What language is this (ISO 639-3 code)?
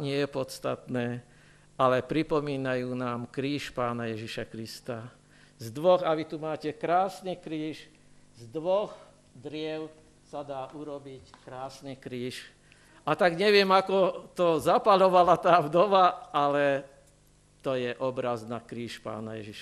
slk